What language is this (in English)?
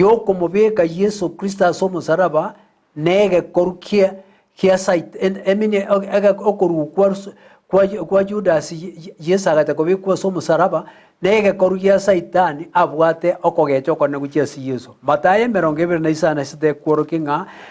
Gusii